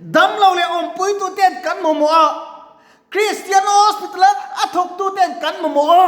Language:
Mizo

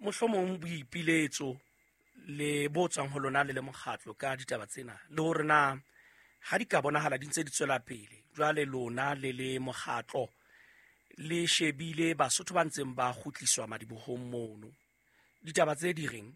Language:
Southern Sotho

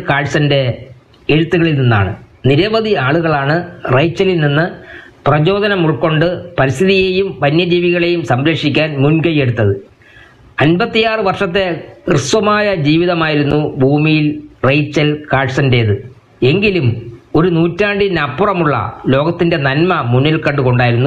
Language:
Malayalam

